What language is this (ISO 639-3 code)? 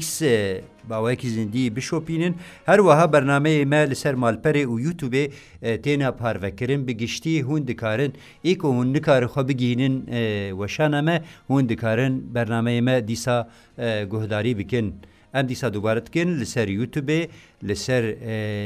kur